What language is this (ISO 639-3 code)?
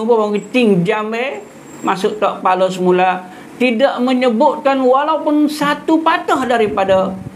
msa